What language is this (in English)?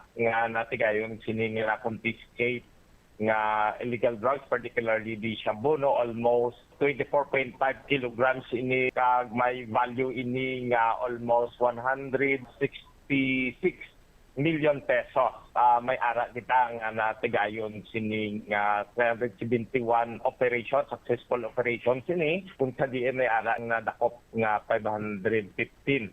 Hiligaynon